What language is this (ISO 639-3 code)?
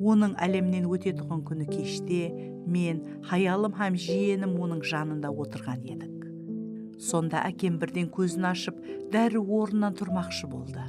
kaa